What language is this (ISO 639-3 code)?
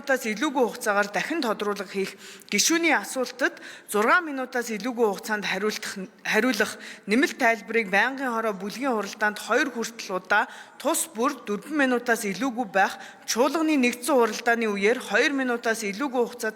mon